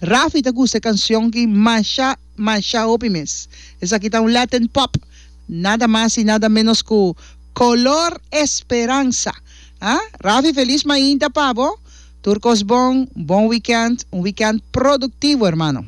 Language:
Papiamento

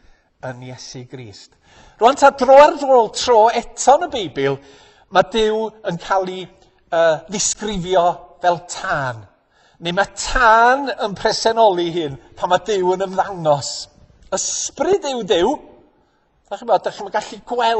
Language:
Welsh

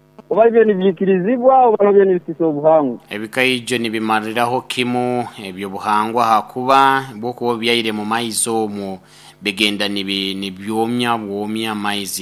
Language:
Nyoro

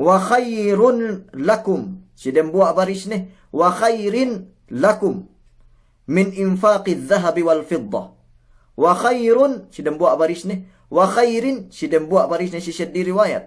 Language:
Yakan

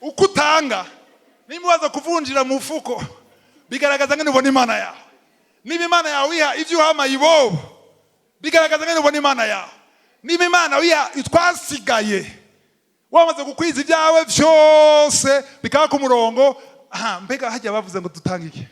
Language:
Rundi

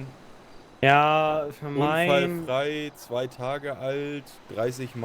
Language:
Swiss German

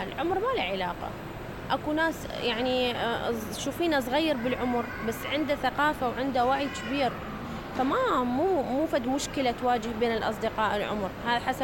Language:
Mesopotamian Arabic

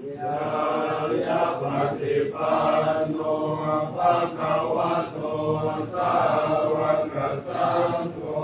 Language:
Pali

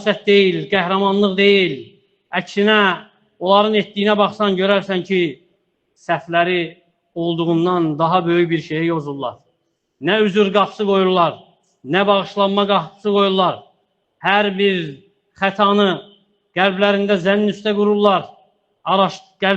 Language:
Azerbaijani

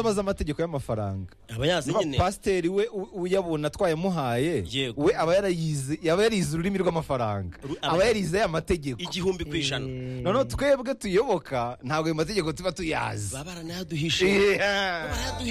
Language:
Kinyarwanda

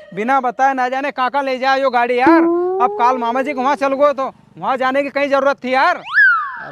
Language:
Rajasthani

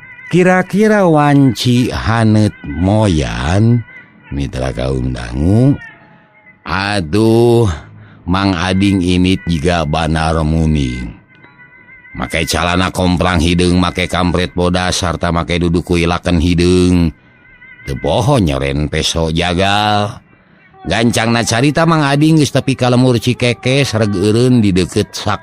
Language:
Sundanese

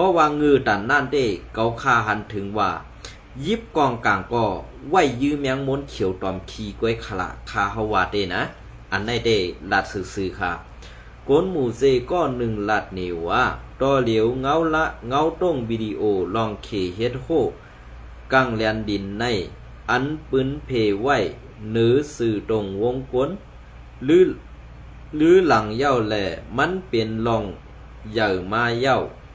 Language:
Shan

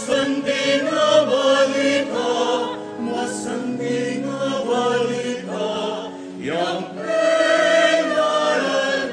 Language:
Pampanga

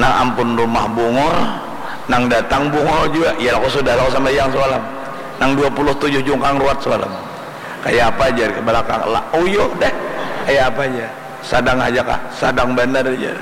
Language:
Banjar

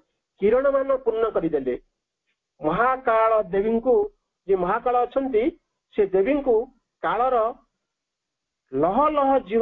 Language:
Odia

